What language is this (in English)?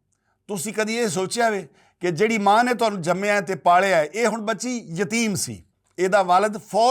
Western Panjabi